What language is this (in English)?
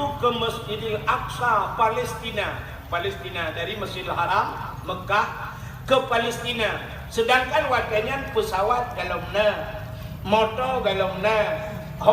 Achinese